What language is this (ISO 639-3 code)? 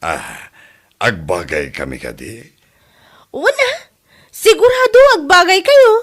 ilo